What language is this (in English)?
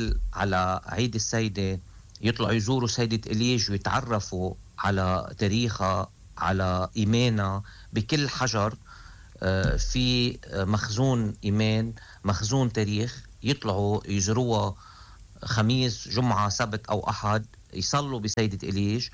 North Levantine Arabic